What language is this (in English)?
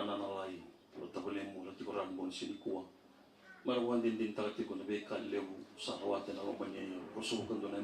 Fijian